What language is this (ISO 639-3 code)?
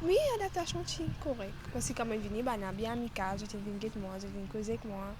mfe